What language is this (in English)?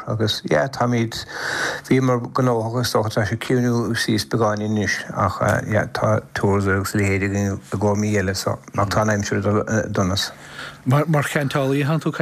Irish